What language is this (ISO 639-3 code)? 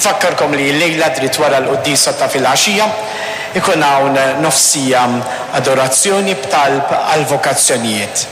mlt